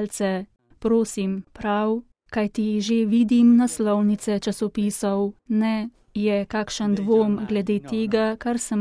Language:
Slovenian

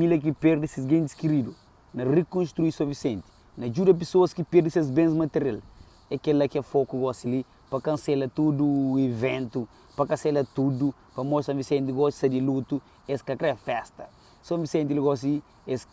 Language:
Kabuverdianu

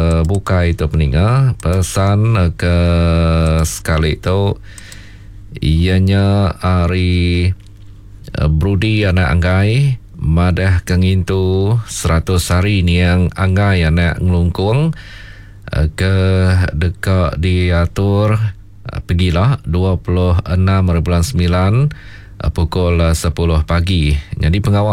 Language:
Iban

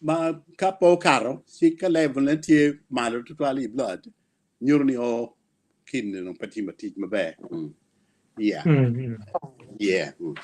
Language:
Acoli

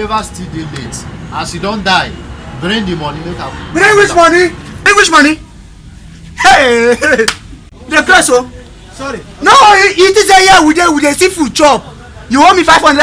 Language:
Nigerian Pidgin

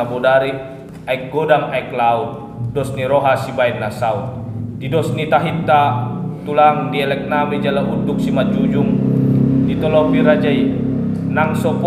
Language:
Batak Toba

